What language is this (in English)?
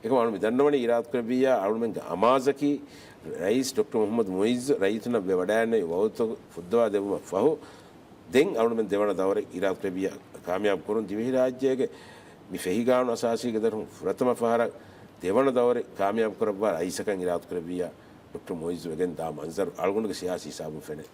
Divehi